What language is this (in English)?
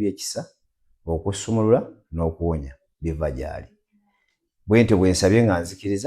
Ganda